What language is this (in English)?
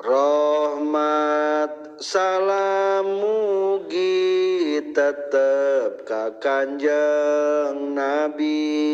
Sundanese